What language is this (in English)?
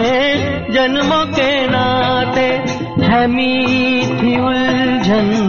Punjabi